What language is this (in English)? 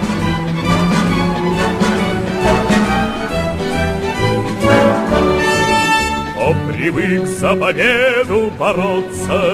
Russian